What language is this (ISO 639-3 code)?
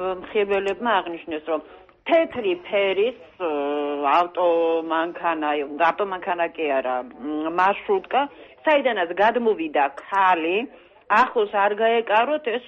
kat